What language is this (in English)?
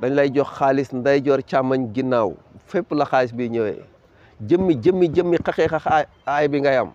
Wolof